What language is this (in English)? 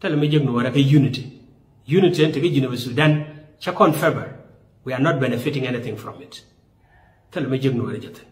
Nuer